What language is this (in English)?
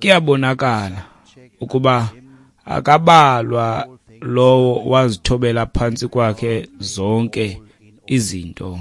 Xhosa